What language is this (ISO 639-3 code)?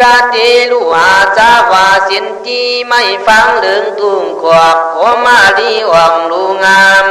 kkh